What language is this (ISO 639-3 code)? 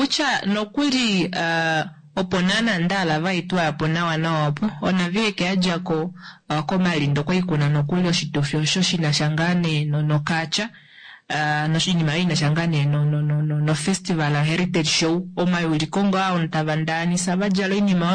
kua